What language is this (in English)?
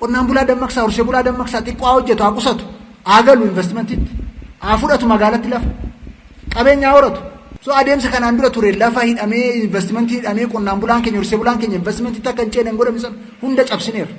Oromo